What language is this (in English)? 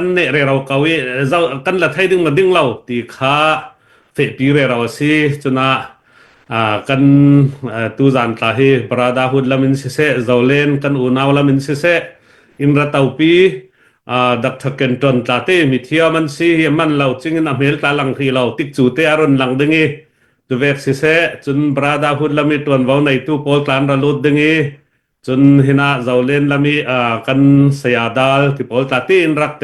Falam Chin